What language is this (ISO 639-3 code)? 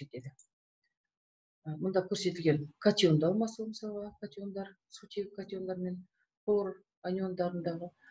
kaz